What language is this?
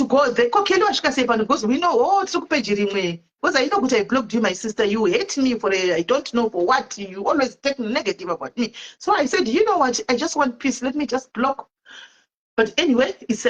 Shona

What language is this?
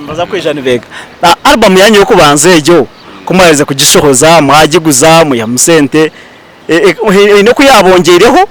Nyankole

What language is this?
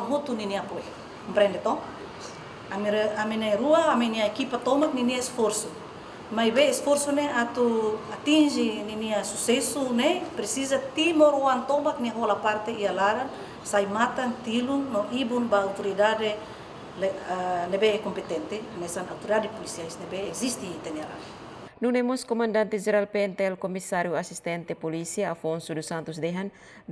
Tetum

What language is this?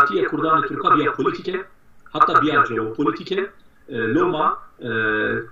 Zaza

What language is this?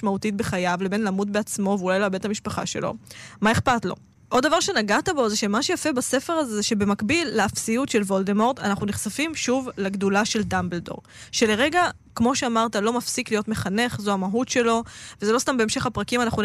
Hebrew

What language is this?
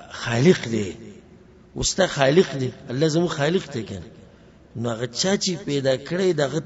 Pashto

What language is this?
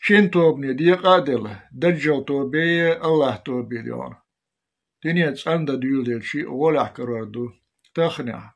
Chechen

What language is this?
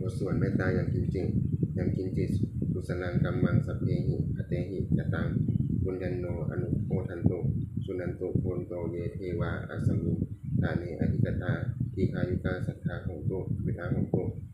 Pali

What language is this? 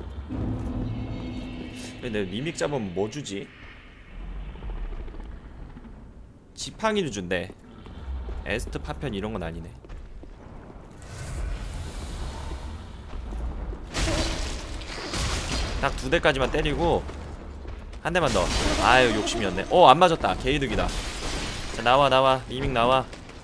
Korean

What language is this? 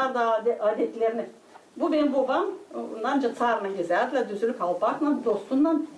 Gagauz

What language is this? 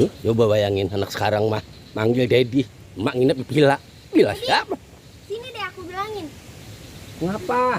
Betawi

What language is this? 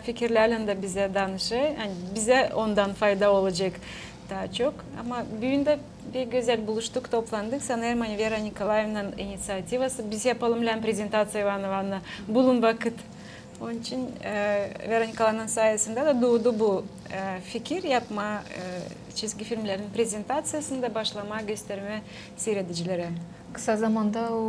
Gagauz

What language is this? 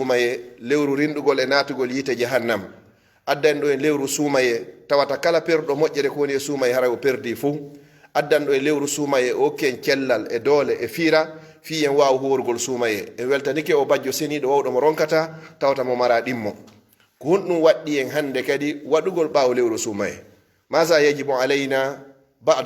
Pular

